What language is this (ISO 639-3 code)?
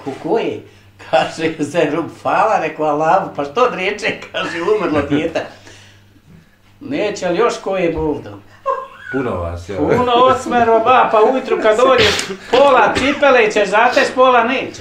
bos